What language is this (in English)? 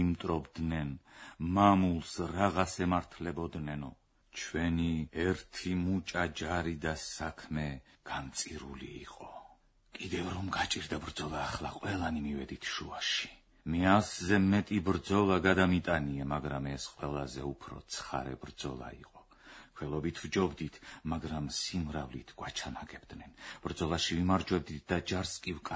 Georgian